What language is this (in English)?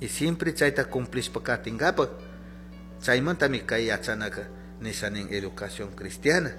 Chimborazo Highland Quichua